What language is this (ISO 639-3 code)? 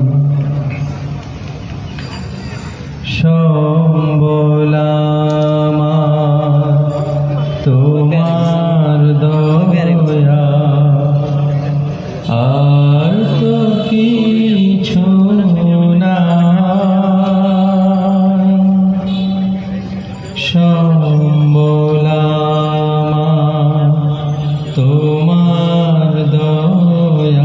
ben